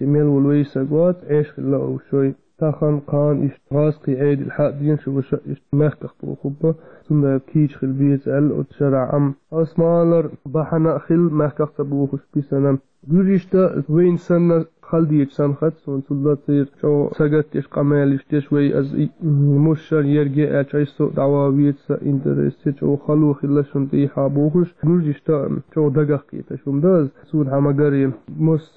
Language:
Chechen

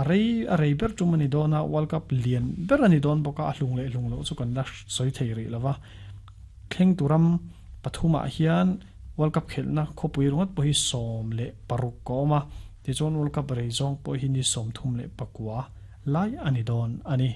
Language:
Mizo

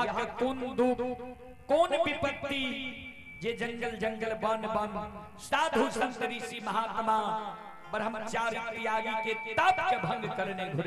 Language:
Maithili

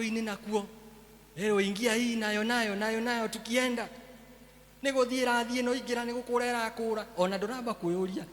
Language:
Kikuyu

